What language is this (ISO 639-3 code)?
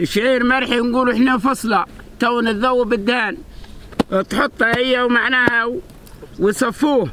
aeb